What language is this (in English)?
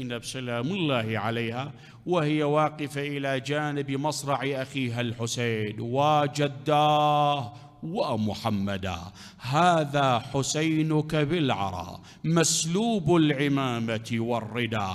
Mesopotamian Arabic